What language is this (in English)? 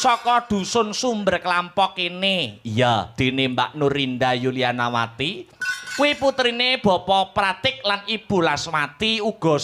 Javanese